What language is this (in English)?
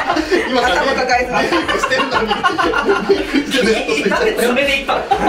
Japanese